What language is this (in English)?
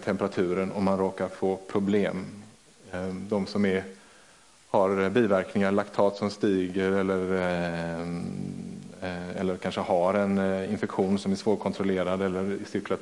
Swedish